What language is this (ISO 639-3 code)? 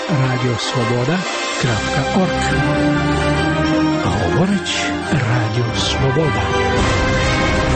ukr